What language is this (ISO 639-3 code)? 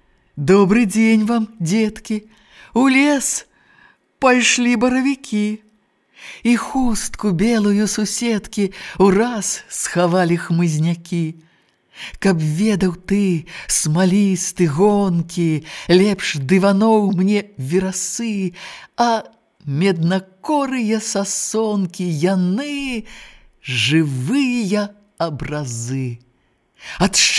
bel